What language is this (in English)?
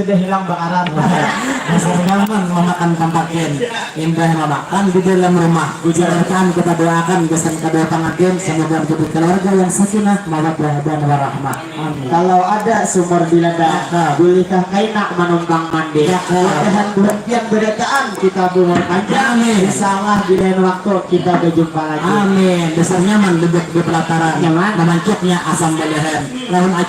Banjar